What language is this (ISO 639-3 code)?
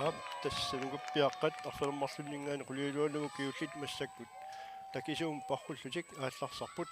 kal